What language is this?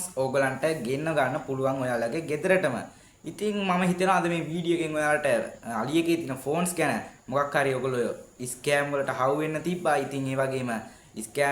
Sinhala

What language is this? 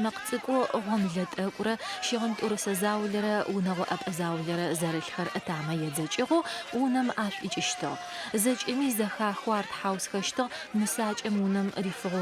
Adyghe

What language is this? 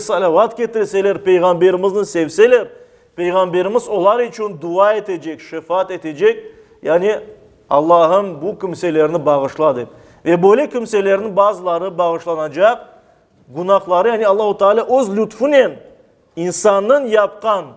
Crimean Tatar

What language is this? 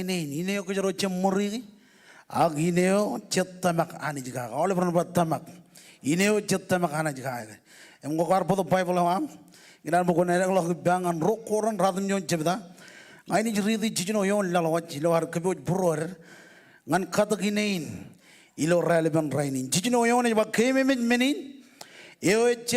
Marshallese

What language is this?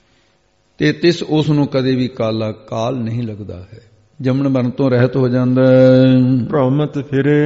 Punjabi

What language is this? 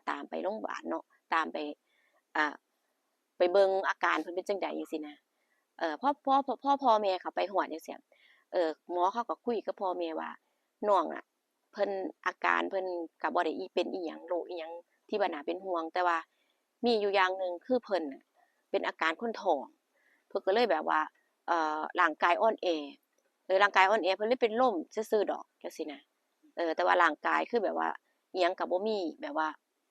Northeastern Thai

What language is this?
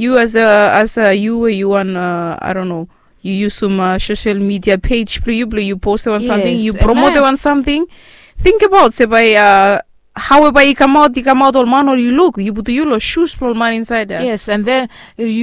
Bislama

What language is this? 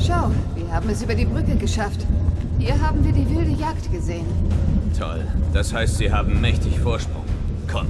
Swiss German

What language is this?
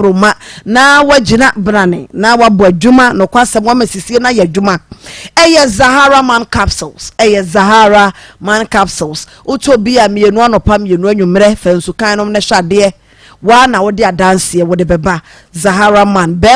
Akan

